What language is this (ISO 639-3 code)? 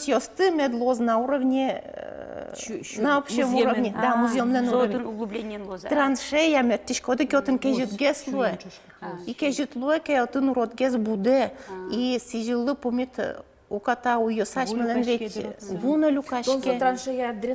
udm